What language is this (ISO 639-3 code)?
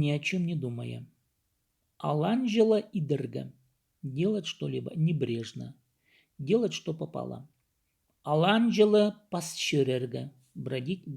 kjh